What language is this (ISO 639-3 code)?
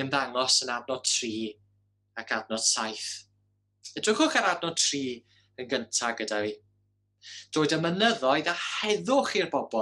cym